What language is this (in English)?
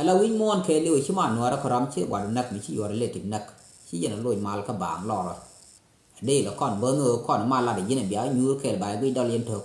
Nuer